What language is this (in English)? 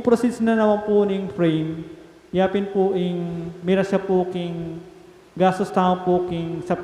Pampanga